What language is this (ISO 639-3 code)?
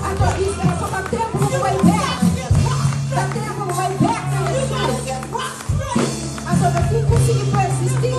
pap